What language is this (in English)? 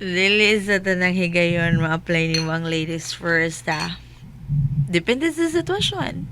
Cebuano